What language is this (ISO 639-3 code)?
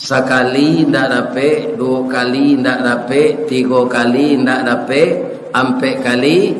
min